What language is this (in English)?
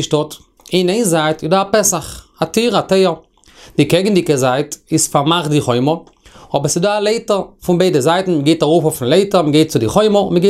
Yiddish